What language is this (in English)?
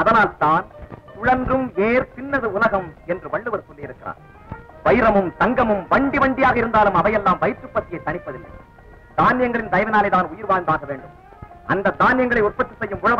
Tamil